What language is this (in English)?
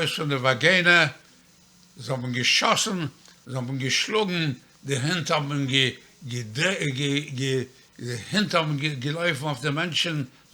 Yiddish